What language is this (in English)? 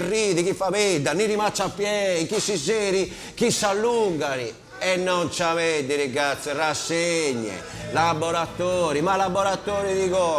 Sardinian